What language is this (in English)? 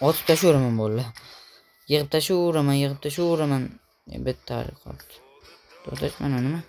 Uzbek